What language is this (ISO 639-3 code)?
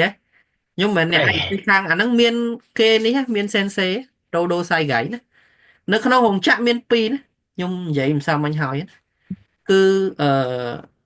khm